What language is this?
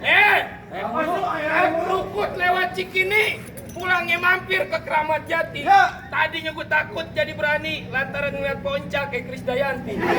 Betawi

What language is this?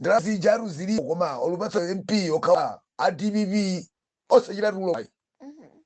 Nyanja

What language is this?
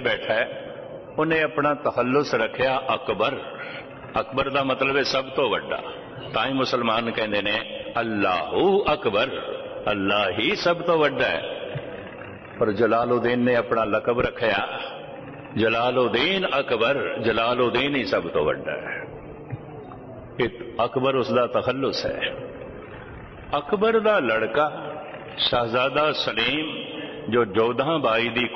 Punjabi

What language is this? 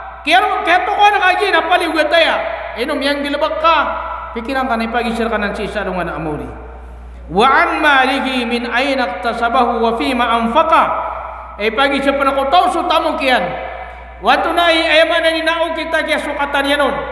Maranao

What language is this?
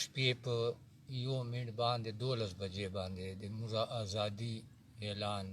Pashto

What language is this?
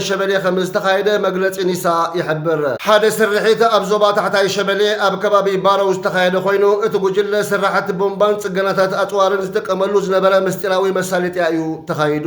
Tigrinya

